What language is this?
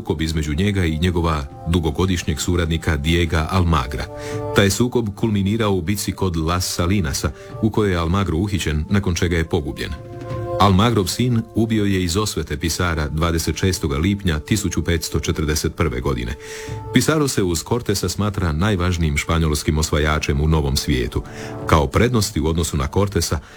Croatian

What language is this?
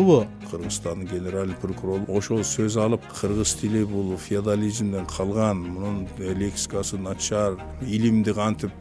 Kyrgyz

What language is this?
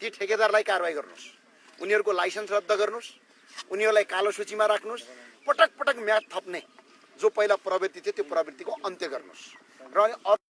Nepali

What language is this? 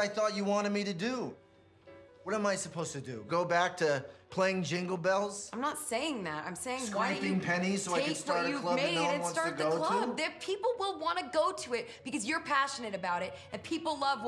English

